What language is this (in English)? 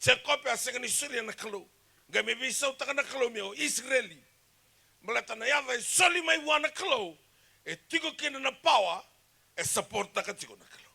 Fijian